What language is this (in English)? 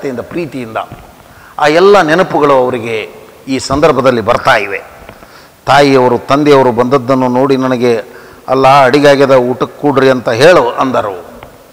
Kannada